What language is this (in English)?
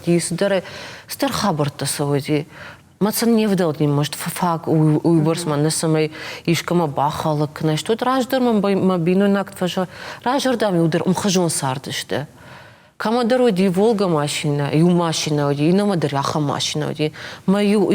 Ossetic